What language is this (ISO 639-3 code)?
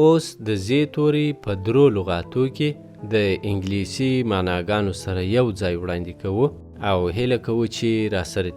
pus